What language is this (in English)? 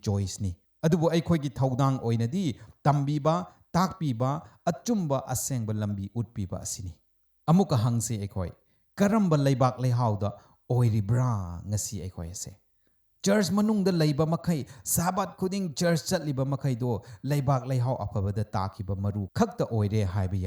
Manipuri